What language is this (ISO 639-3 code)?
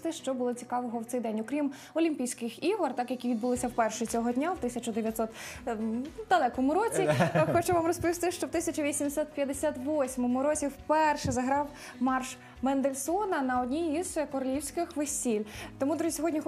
ukr